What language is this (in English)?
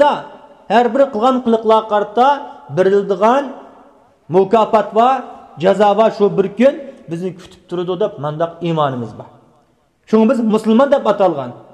Uyghur